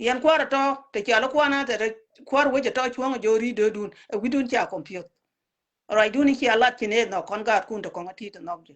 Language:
Nuer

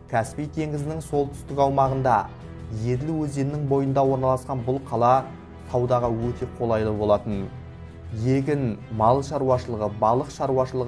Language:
Kazakh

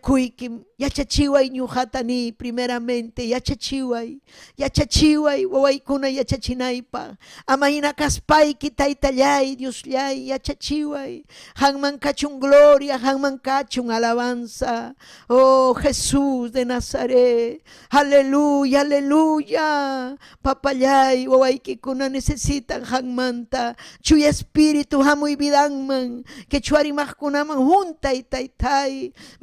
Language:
Ayacucho Quechua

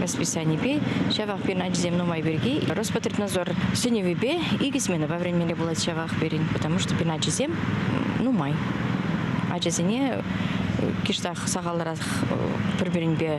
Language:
Chuvash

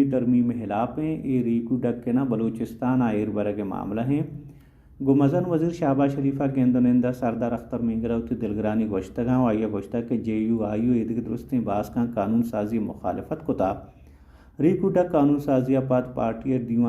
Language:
Baluchi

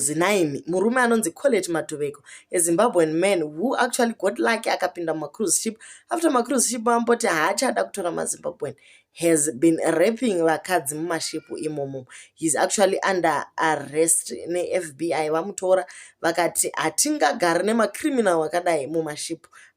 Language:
Shona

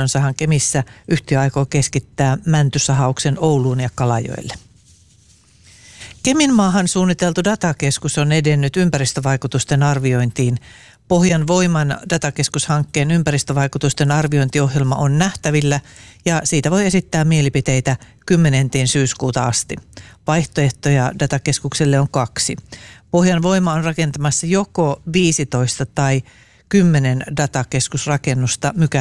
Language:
Finnish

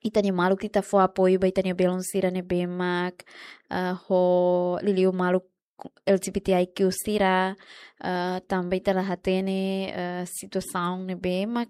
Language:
Tetum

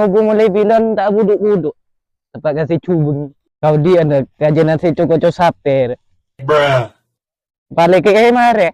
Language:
Madurese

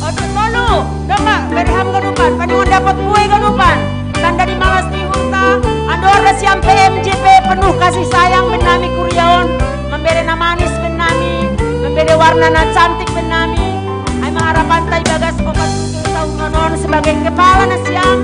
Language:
Batak Simalungun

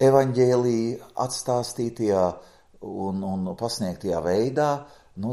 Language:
Latvian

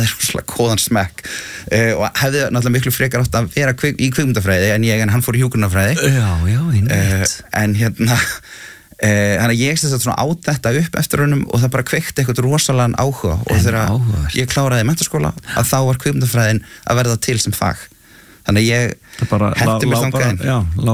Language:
Icelandic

